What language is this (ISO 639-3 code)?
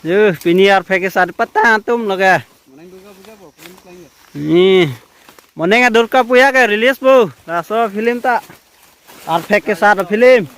mjw